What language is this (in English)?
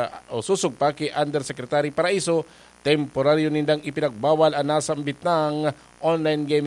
Bikol